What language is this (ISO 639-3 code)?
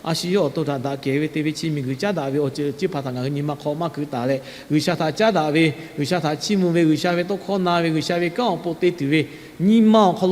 lhu